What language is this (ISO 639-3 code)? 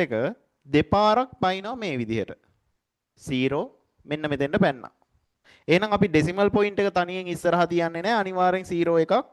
sin